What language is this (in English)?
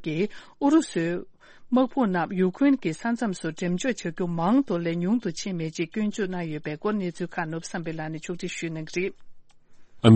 Tibetan